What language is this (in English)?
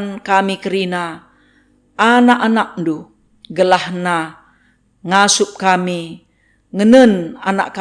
Batak Karo